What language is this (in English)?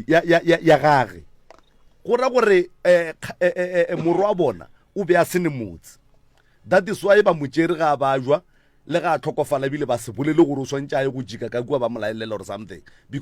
Northern Sotho